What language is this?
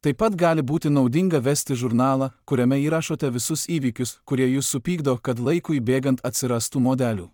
Lithuanian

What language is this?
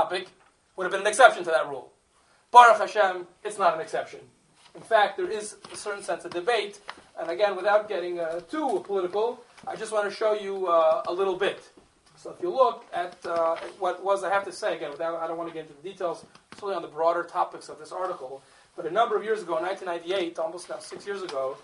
English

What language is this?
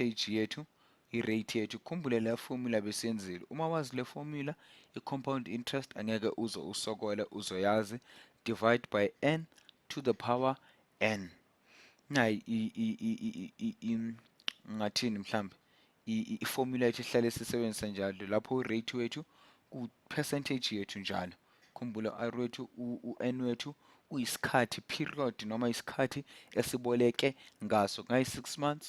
Zulu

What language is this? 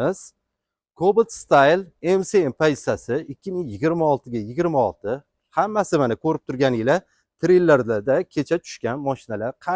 Uzbek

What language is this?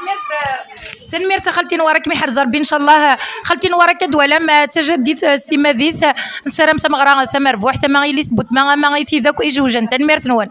Kabyle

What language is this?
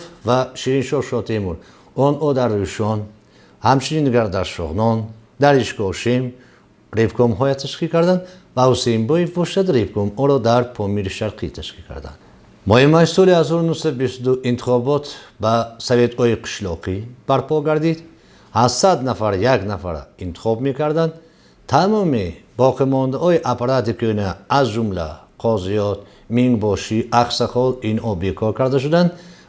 Tajik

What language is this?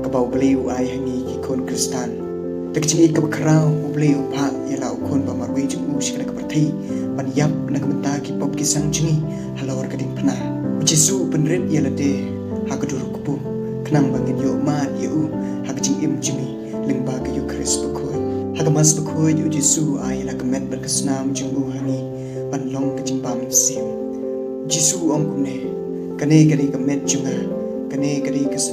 Khasi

